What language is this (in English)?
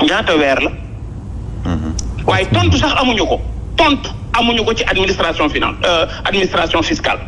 Wolof